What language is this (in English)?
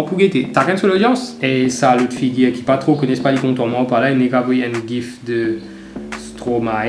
Morisyen